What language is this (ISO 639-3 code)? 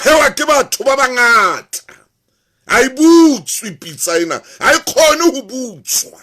sot